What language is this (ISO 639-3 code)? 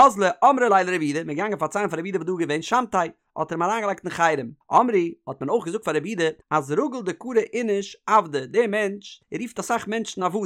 yid